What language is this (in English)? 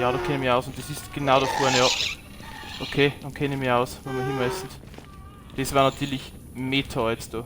Bavarian